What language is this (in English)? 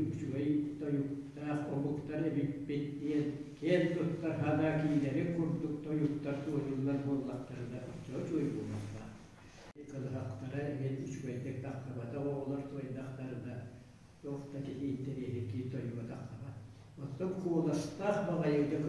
Yakut